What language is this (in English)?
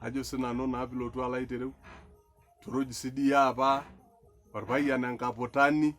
Masai